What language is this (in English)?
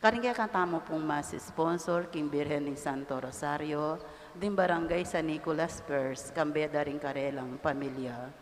Pampanga